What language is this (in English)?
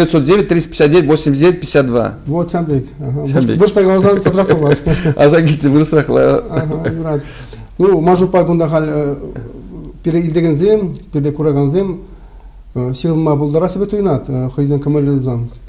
Chuvash